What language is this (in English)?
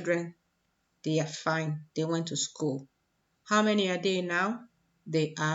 Igbo